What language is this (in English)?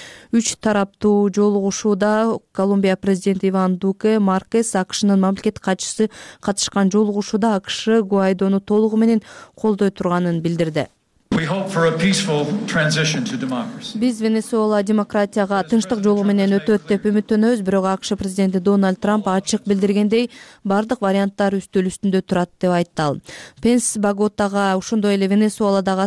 Kyrgyz